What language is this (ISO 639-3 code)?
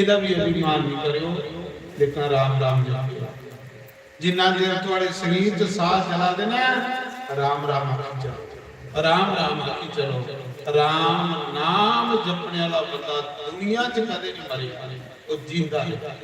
doi